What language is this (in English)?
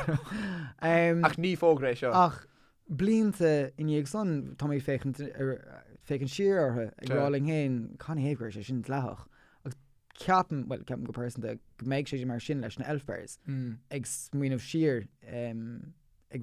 Irish